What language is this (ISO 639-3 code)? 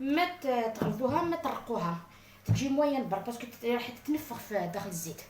arq